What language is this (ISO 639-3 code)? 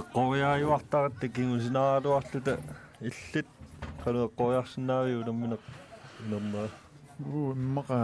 kal